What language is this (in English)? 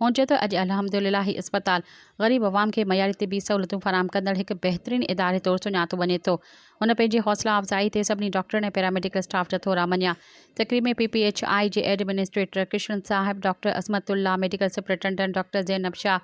Sindhi